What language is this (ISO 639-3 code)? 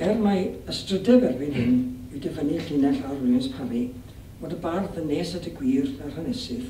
cym